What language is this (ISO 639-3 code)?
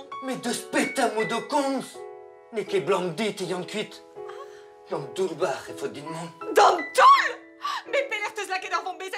bre